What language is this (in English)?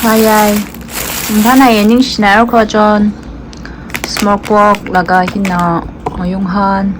Tangkhul Naga (India)